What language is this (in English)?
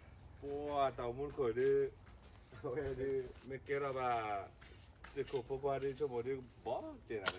S'gaw Karen